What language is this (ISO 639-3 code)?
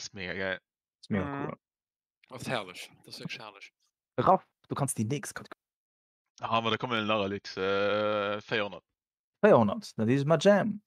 ltz